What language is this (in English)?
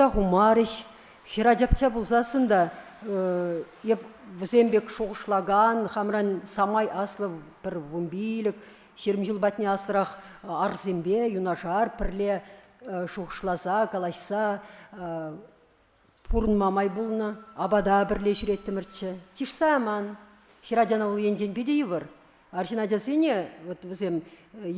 Chuvash